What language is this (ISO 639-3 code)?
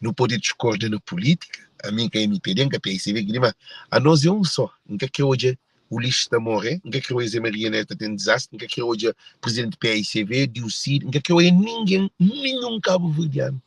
kea